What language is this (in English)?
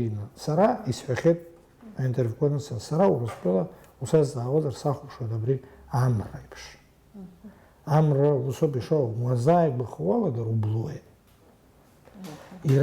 Abkhazian